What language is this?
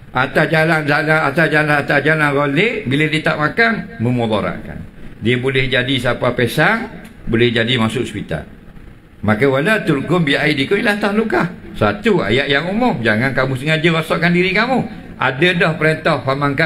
Malay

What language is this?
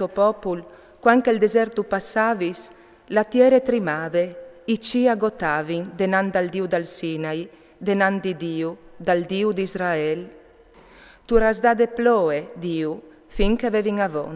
Friulian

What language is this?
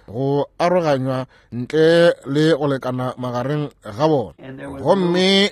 Northern Sotho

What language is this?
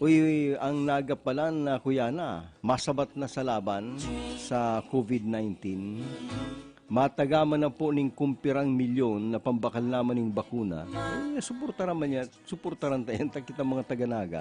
Bikol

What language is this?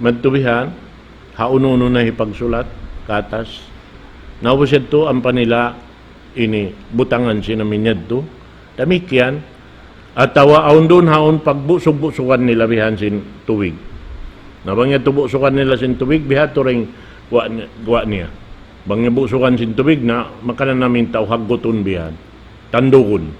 Tausug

